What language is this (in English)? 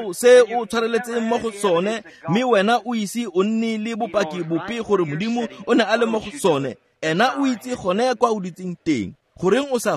Tswana